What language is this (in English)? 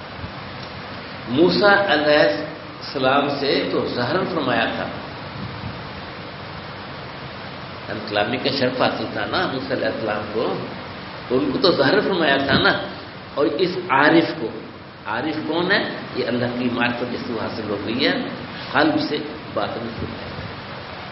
Urdu